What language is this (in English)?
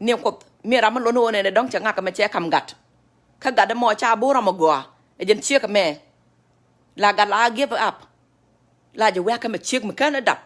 Nuer